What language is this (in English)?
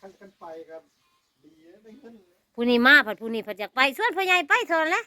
Northeastern Thai